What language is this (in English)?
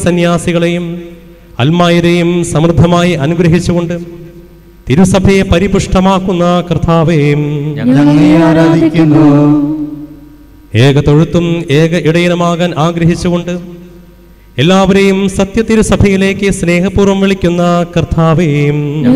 Malayalam